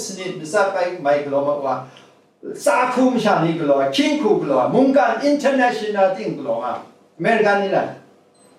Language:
Kachin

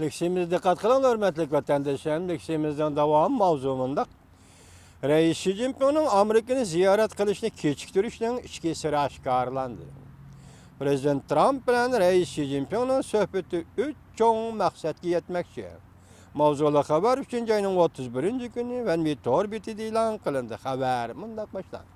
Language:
Uyghur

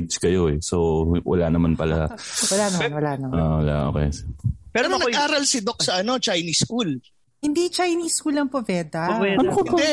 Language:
Filipino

